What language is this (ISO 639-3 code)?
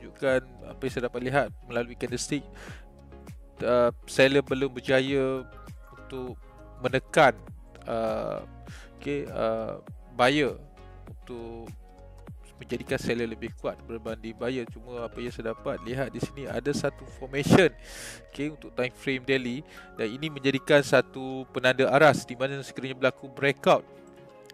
msa